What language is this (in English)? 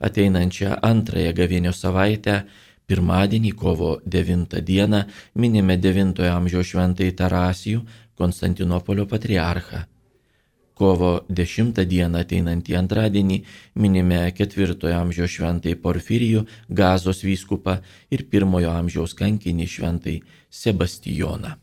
Lithuanian